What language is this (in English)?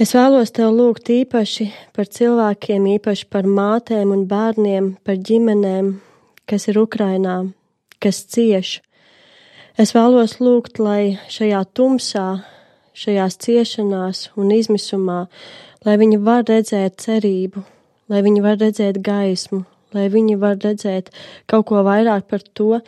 Latvian